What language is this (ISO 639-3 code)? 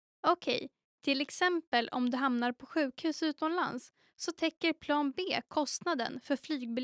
swe